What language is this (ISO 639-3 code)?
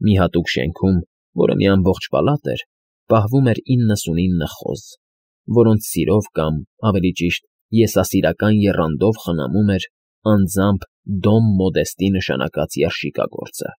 hye